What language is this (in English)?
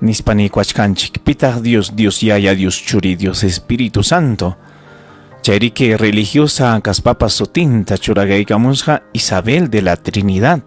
Ayacucho Quechua